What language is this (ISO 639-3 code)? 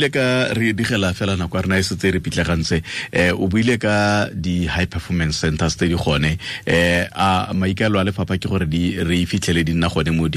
tsn